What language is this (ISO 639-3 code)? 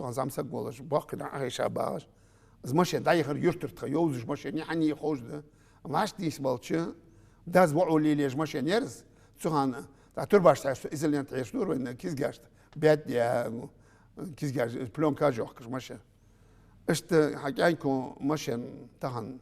inh